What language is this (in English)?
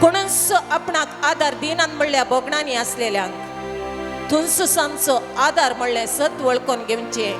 Konkani